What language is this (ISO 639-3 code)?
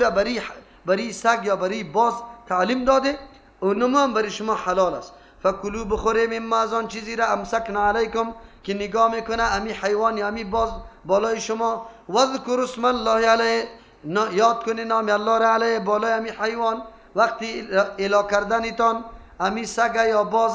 fas